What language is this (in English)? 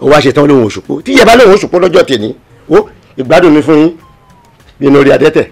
Yoruba